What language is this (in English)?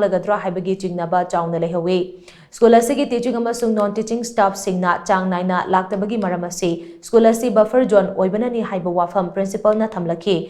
Manipuri